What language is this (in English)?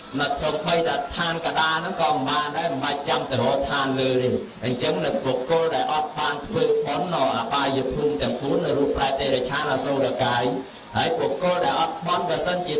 Khmer